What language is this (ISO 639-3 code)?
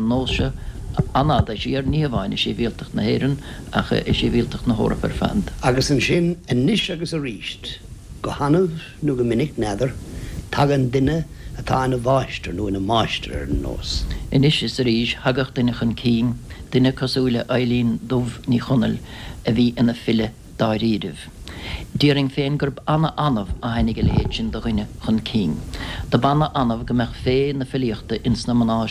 gle